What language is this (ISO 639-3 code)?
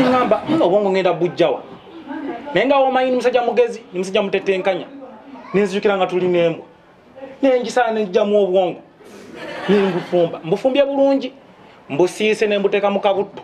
lug